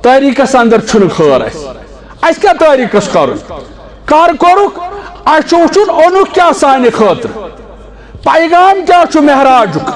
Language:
Kashmiri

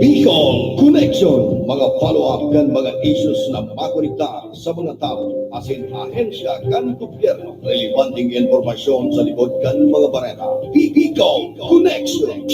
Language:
Bikol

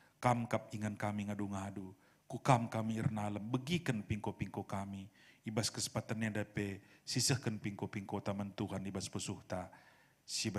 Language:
Batak Karo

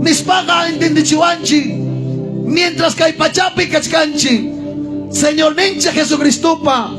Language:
Ayacucho Quechua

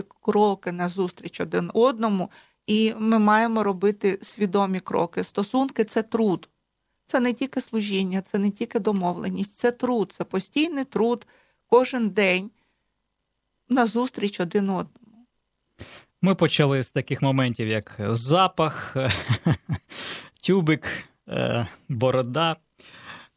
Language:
Ukrainian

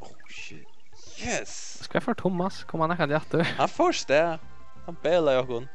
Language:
Faroese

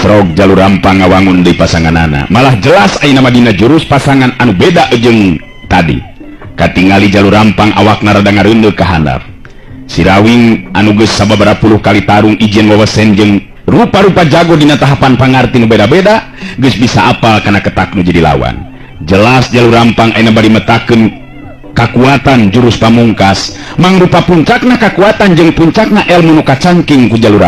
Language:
Sundanese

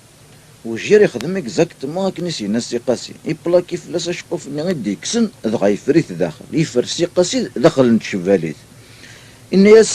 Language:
Kabyle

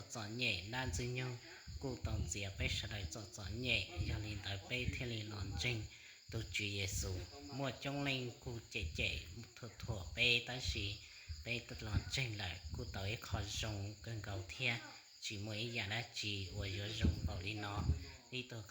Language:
Hmong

